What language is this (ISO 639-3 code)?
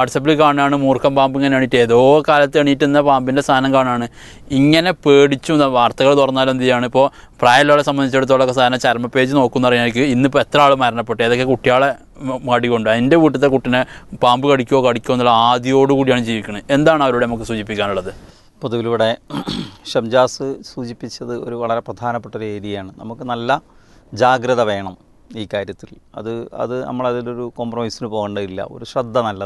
mal